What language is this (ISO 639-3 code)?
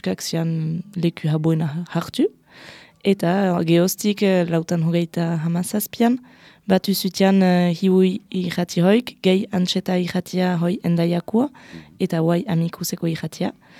eus